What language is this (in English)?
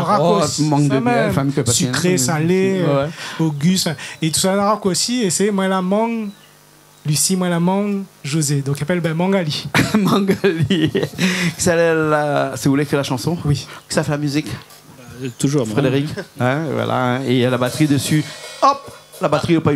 Réunion Creole French